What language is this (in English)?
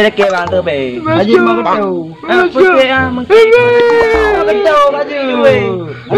Achinese